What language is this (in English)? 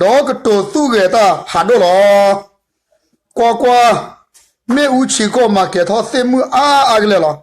S'gaw Karen